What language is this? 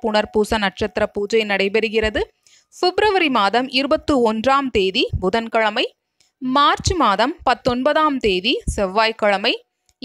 Tamil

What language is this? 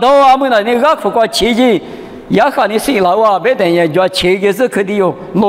Lisu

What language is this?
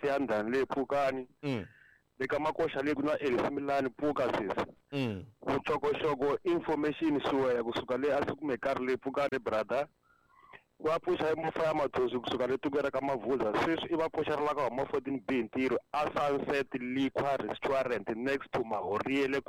Tsonga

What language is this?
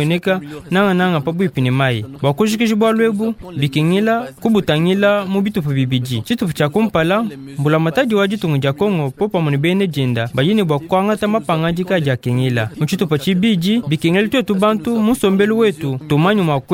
Luba-Lulua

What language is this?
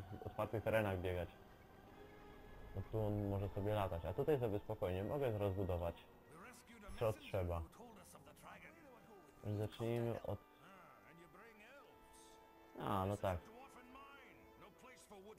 Polish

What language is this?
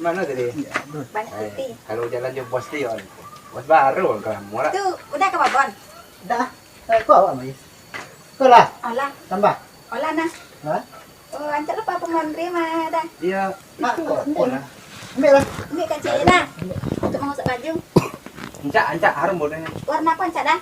Minangkabau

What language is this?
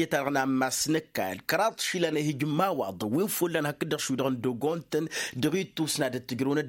Tamasheq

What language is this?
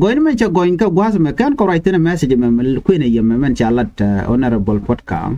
Nuer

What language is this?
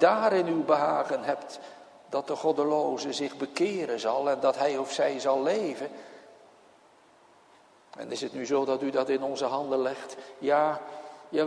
Dutch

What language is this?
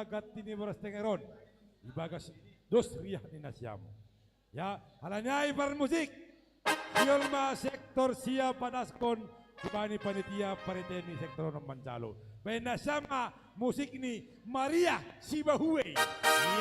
Batak Simalungun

